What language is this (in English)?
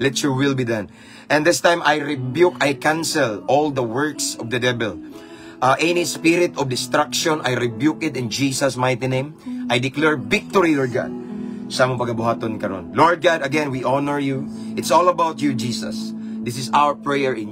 Cebuano